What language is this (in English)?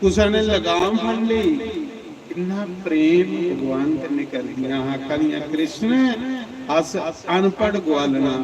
Dogri